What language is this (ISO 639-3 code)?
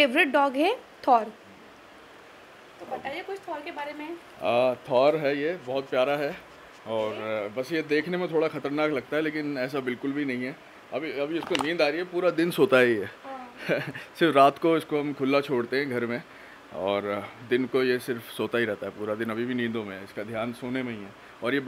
hin